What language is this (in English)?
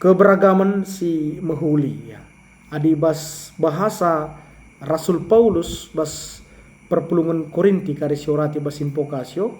Batak Karo